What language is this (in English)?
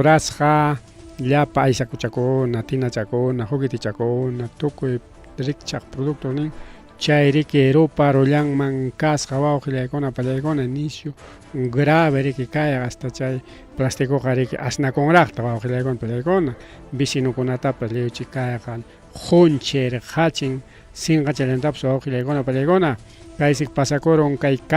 Ayacucho Quechua